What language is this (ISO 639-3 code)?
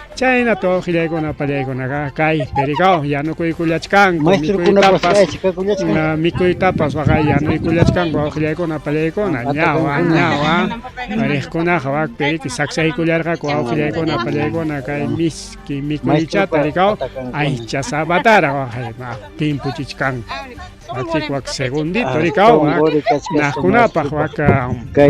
quy